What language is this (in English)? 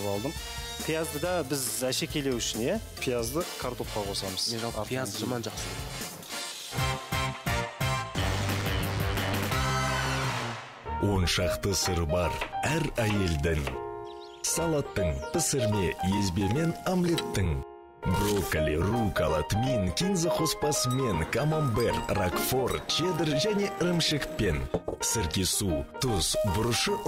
Kazakh